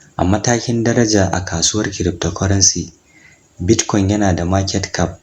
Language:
Hausa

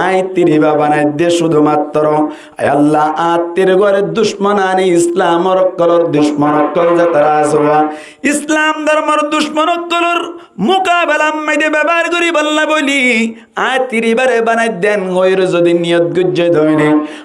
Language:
Rohingya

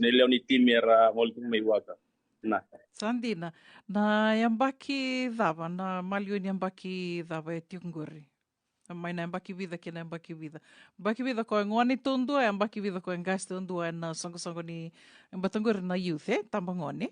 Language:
Fijian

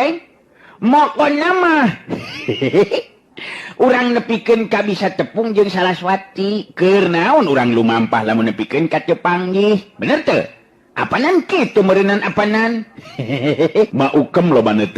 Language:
Sundanese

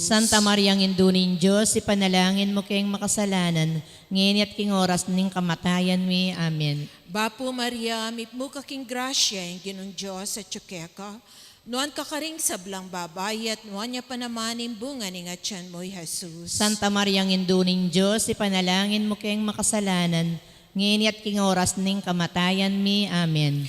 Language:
Pampanga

